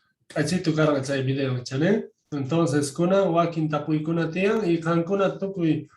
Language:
Quechua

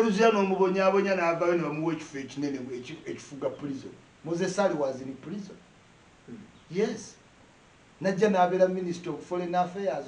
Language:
Ganda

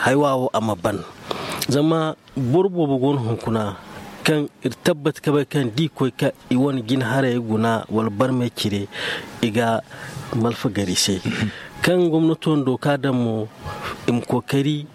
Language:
Zarma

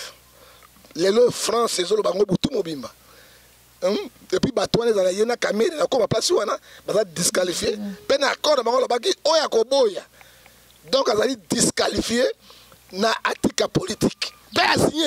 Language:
Lingala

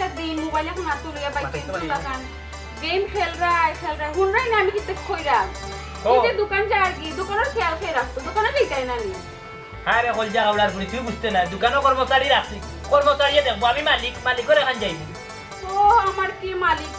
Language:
Sylheti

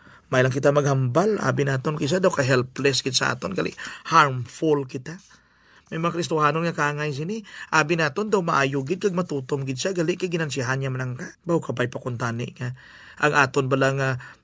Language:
Hiligaynon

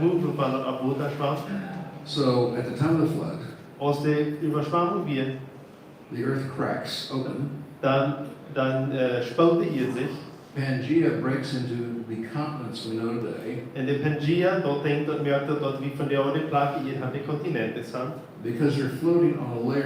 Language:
Plautdietsch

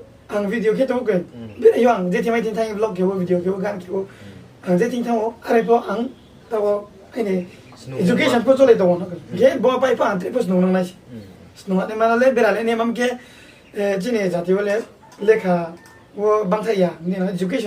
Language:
Riang (India)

